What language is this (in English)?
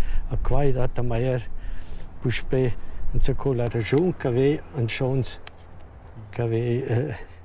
Romansh